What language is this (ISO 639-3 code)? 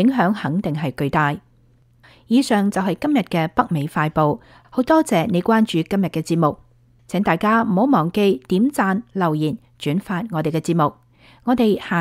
yue